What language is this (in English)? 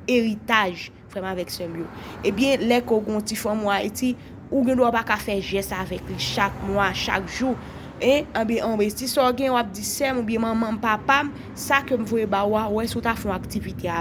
Haitian Creole